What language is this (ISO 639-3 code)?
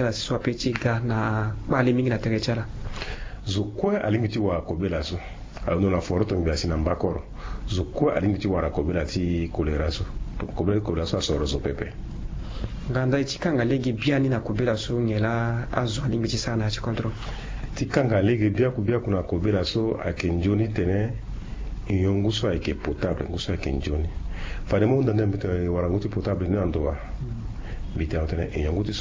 sag